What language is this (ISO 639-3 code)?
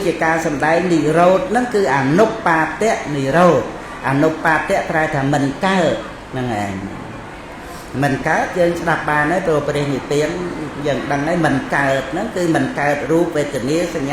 khm